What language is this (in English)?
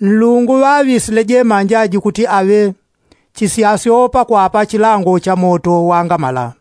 Yao